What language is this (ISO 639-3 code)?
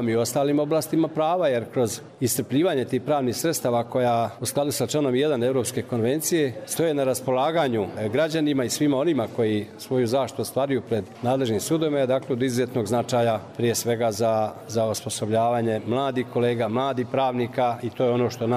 bos